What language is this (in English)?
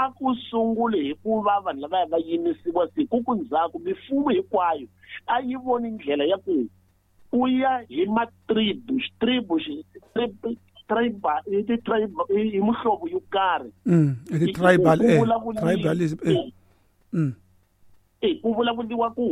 Tsonga